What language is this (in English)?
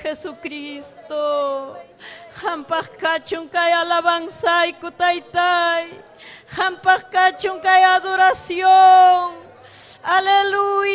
Ayacucho Quechua